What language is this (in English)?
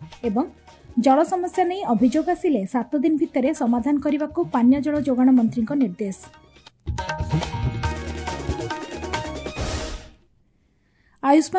Odia